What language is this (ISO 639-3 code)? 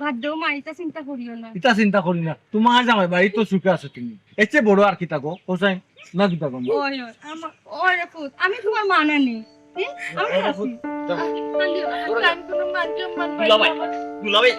syl